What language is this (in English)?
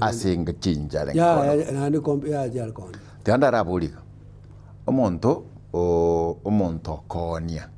Gusii